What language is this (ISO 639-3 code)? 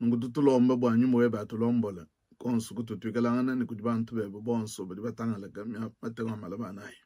lua